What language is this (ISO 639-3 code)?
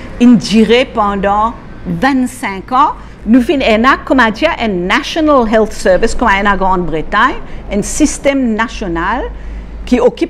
mfe